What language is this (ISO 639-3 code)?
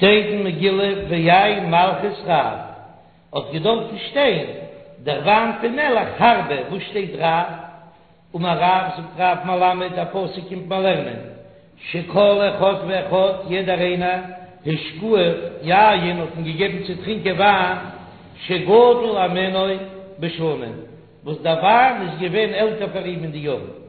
yid